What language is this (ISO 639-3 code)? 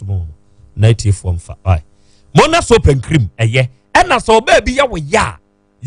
aka